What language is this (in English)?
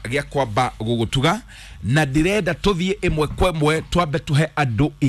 Kikuyu